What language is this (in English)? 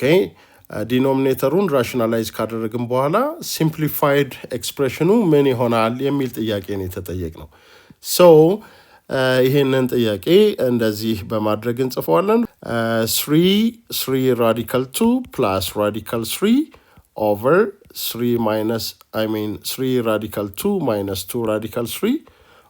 Amharic